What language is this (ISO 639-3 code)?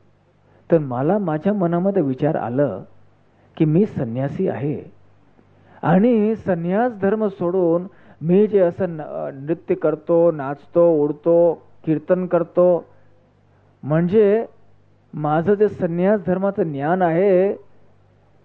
mar